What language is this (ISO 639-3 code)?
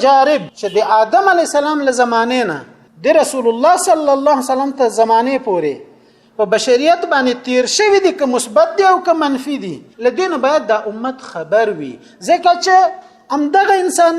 pus